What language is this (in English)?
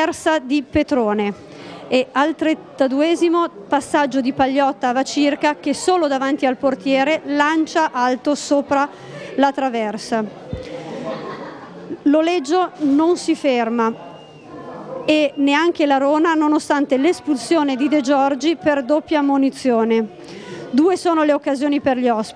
Italian